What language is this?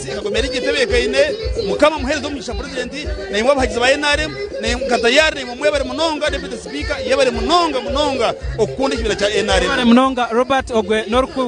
Nyankole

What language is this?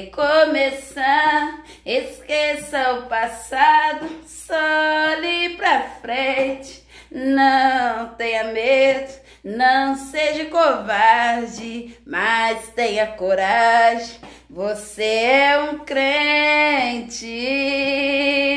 Portuguese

